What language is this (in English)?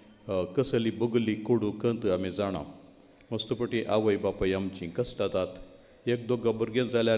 Konkani